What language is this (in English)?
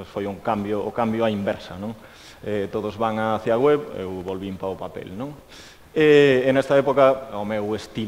Galician